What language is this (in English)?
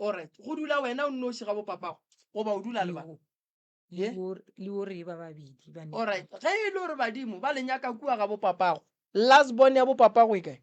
Northern Sotho